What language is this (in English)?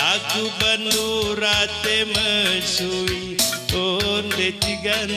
Batak Karo